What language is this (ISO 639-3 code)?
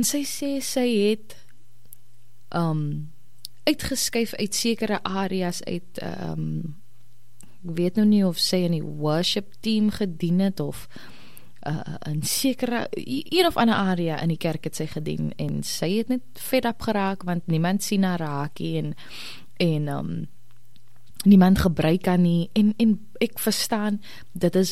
afr